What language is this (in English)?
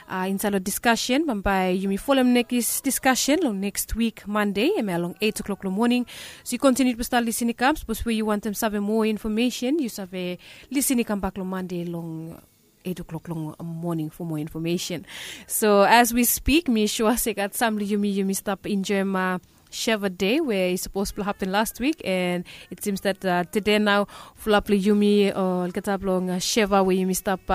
Bislama